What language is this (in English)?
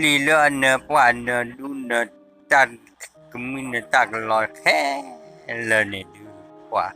S'gaw Karen